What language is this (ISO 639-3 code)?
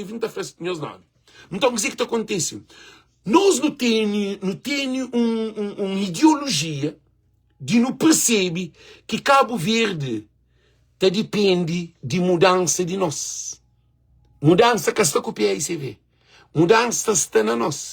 kea